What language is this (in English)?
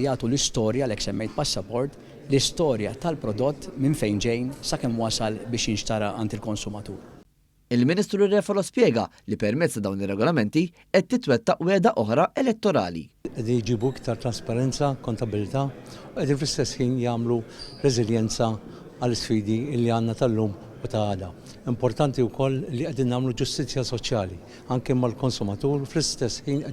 Maltese